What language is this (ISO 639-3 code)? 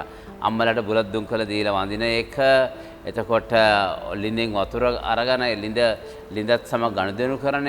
sin